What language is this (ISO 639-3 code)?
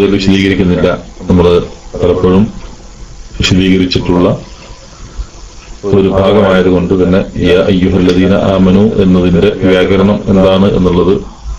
mal